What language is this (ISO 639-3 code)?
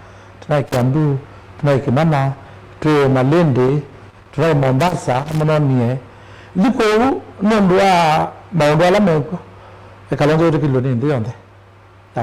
kam